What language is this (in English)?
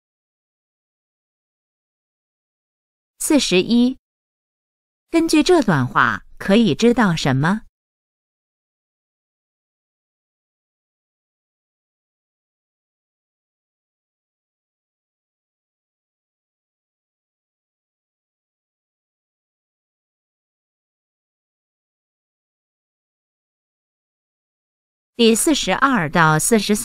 Chinese